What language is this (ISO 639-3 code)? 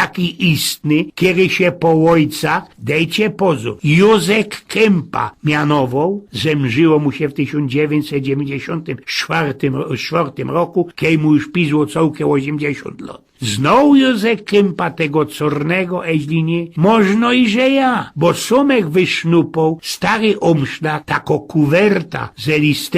szl